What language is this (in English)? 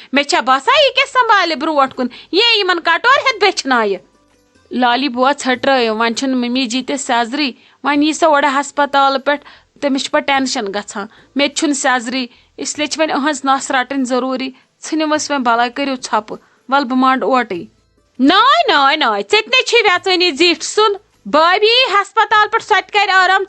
Kashmiri